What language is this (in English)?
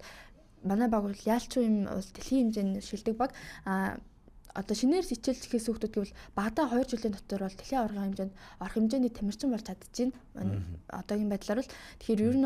Mongolian